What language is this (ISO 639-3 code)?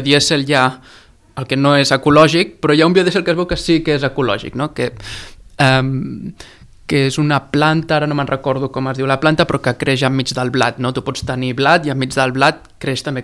cat